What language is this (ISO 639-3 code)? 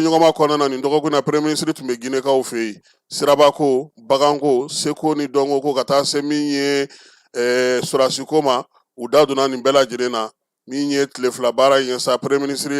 bam